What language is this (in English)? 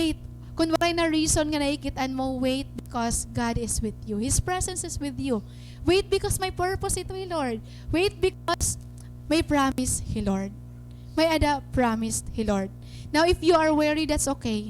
Waray